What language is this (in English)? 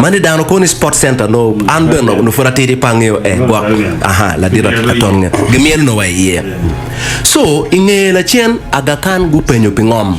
Acoli